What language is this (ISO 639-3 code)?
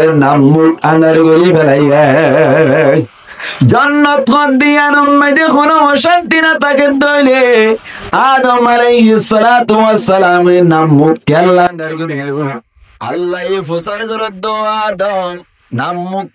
rhg